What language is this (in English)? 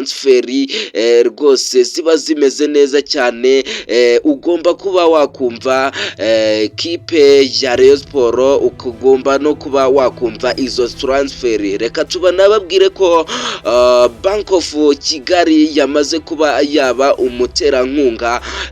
Kinyarwanda